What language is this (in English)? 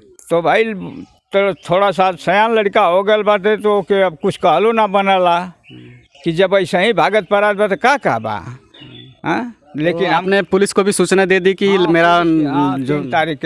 Bhojpuri